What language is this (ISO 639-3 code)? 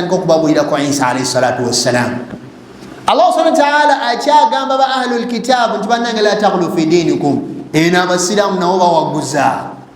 lug